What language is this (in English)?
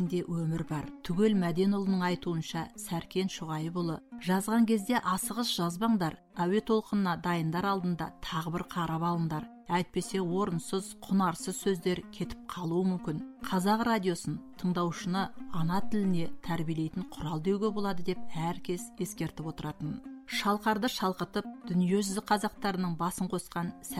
Kazakh